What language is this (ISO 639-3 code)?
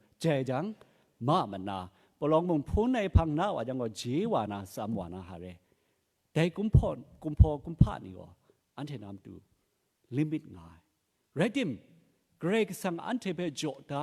kac